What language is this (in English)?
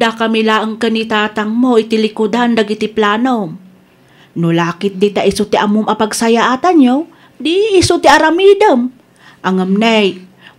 Iloko